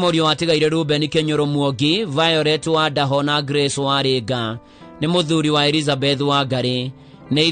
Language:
Kikuyu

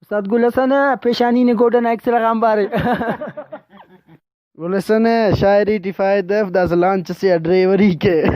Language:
Brahui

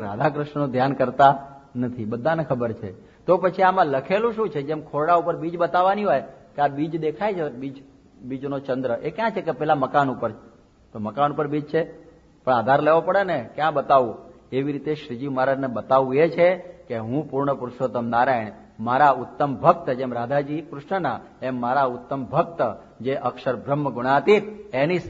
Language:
Gujarati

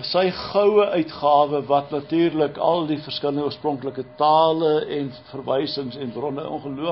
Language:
Afrikaans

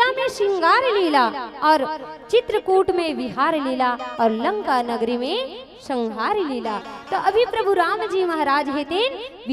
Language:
Chhattisgarhi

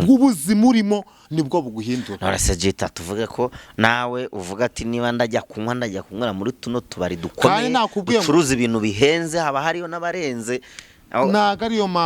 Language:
Kinyarwanda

